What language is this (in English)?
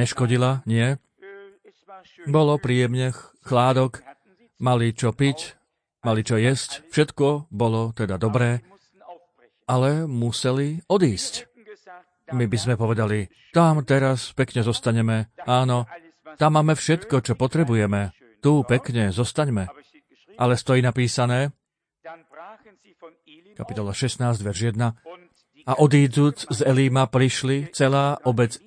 Slovak